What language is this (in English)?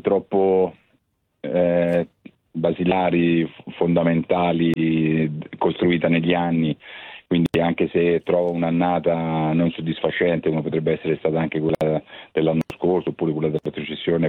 Italian